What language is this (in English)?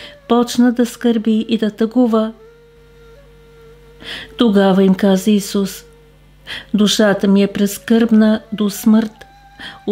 Bulgarian